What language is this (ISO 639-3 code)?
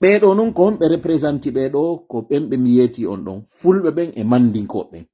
ful